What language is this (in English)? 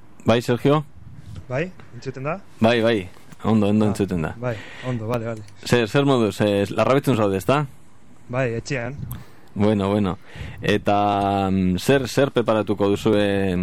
Basque